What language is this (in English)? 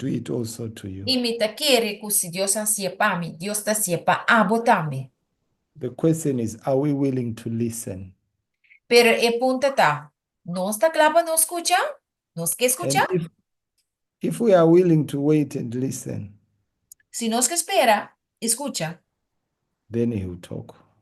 Papiamento